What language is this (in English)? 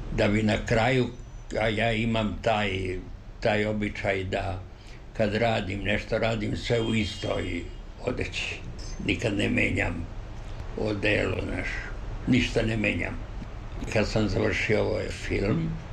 Serbian